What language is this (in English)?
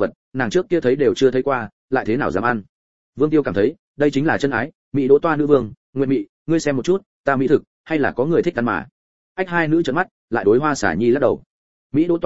Vietnamese